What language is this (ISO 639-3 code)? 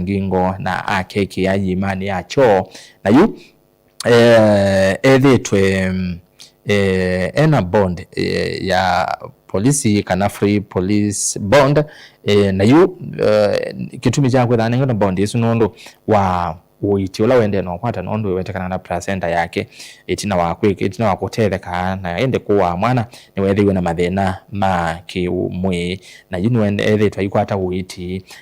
kam